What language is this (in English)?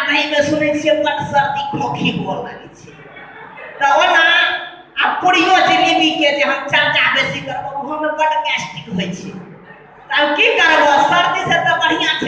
Maithili